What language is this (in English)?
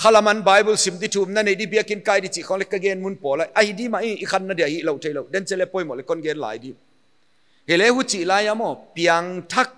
Paite Chin